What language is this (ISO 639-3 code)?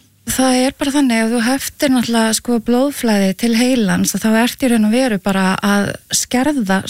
isl